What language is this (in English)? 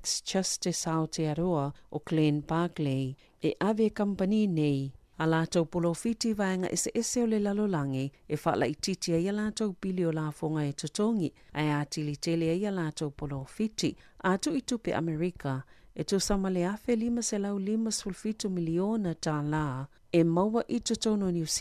Samoan